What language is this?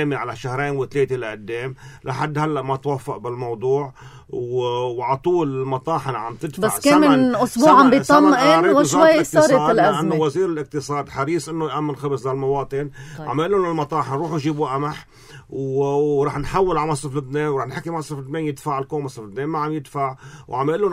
North Levantine Arabic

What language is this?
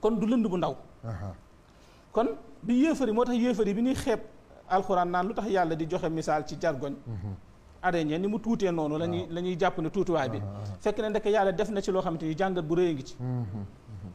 Wolof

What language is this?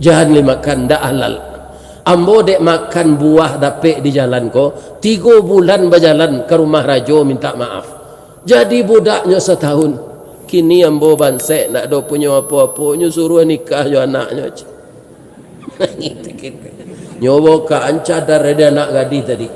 Minangkabau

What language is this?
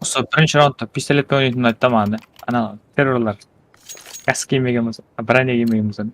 Kara-Kalpak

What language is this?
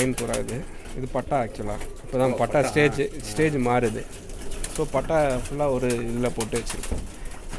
Tamil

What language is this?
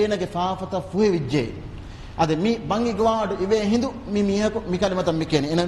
Divehi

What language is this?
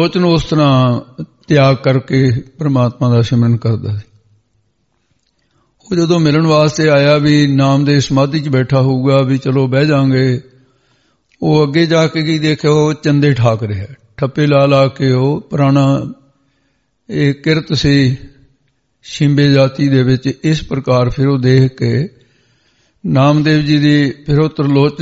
Punjabi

